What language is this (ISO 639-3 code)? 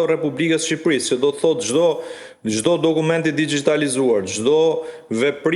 sqi